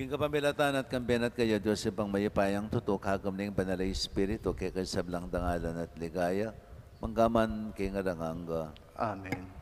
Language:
Pampanga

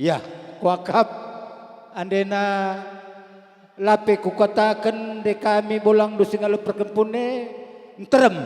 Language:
Batak Karo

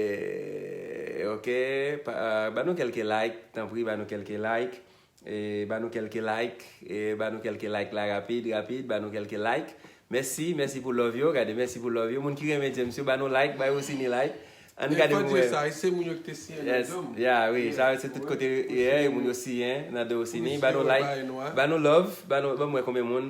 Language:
Haitian Creole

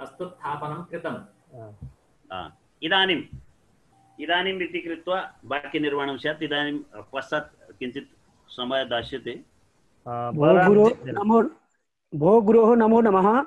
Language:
Sanskrit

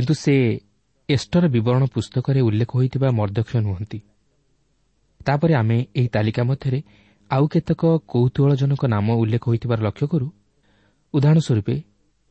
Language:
Odia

